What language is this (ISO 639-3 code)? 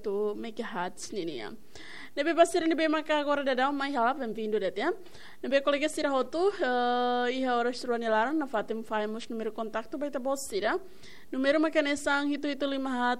tet